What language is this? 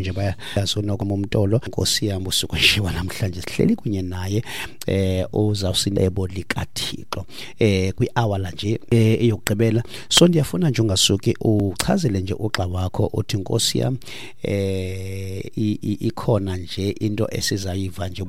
Xhosa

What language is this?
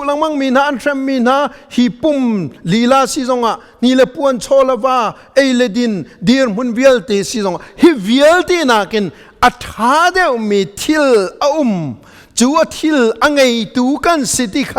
Hakha Chin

